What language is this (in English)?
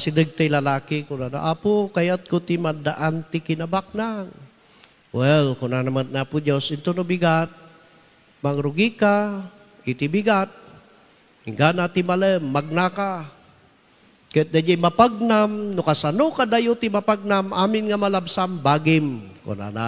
Iloko